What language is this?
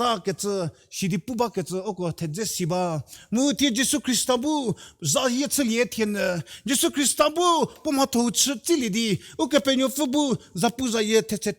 Angami Naga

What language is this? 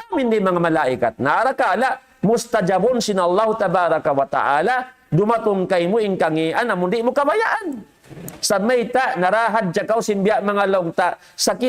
Tausug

